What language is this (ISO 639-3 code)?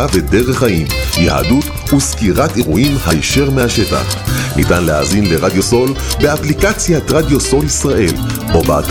heb